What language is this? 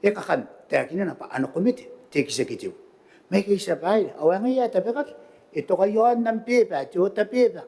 Gilbertese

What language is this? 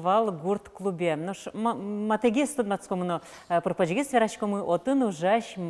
Udmurt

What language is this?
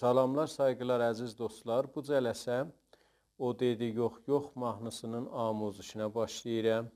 South Azerbaijani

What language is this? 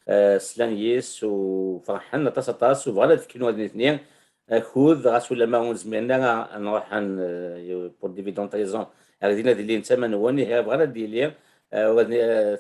Kabyle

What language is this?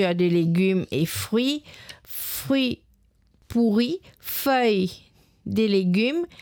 Morisyen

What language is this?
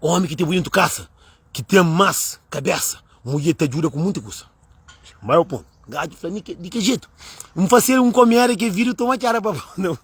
Kabuverdianu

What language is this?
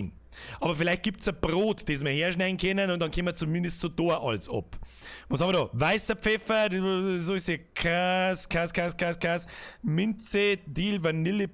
Bavarian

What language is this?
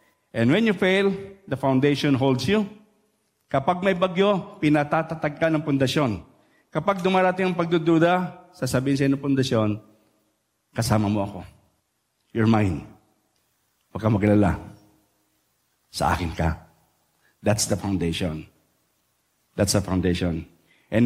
Filipino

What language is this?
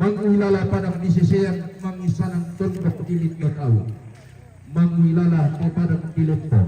Toraja-Sa'dan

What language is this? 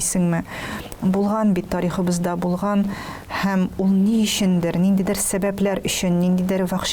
Tatar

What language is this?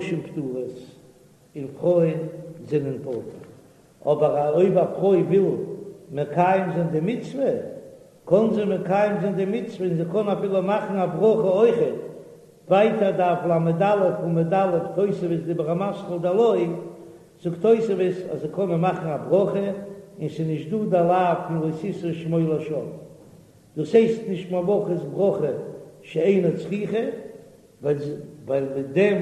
Yiddish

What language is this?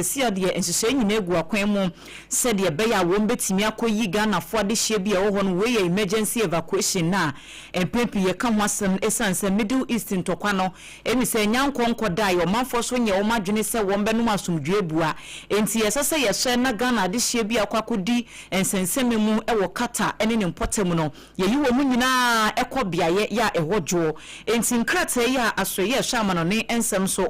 Akan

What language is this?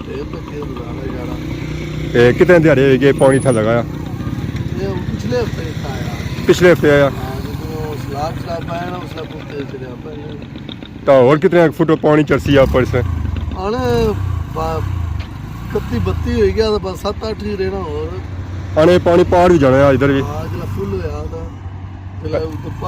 Pahari-Potwari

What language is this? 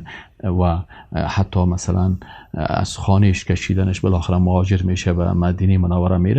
Persian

